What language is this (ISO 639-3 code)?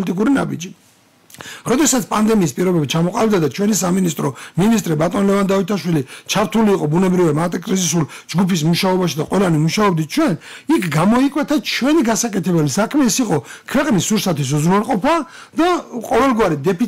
kat